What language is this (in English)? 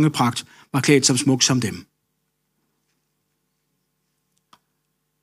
Danish